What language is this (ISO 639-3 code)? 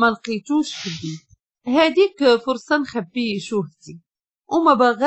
ary